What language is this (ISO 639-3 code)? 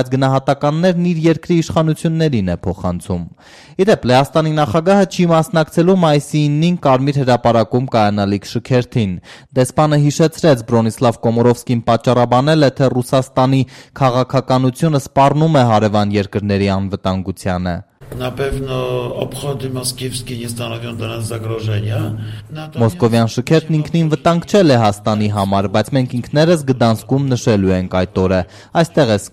hye